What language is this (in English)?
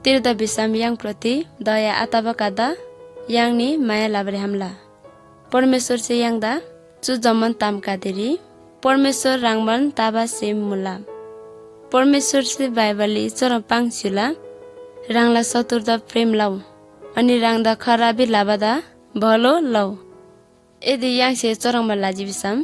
Eastern Tamang